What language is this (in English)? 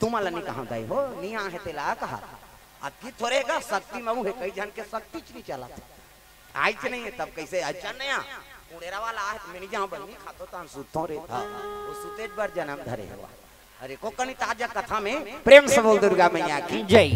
Chhattisgarhi